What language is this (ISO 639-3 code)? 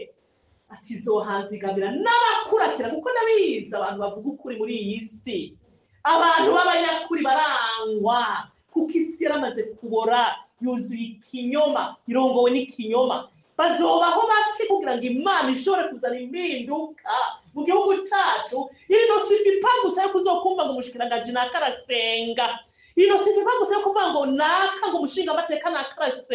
run